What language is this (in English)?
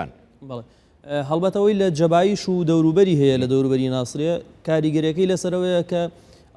Central Kurdish